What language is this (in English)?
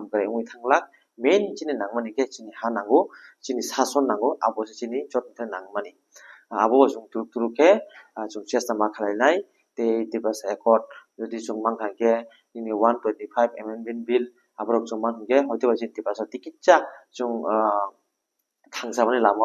Kok Borok